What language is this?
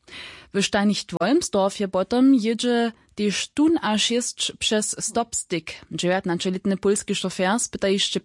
Upper Sorbian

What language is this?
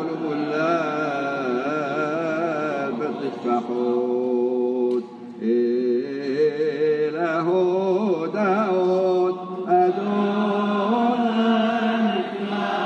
Hebrew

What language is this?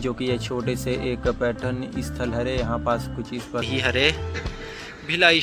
Chhattisgarhi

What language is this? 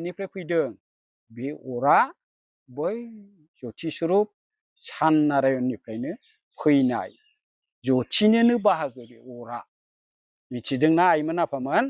Bodo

